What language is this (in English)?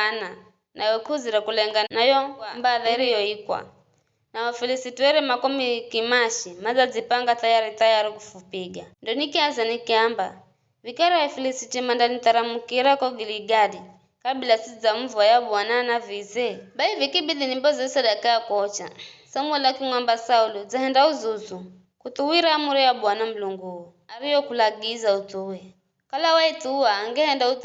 Giryama